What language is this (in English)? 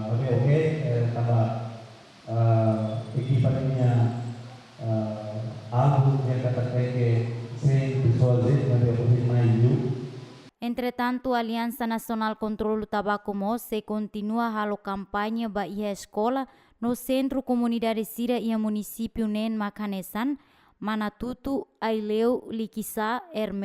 Tetum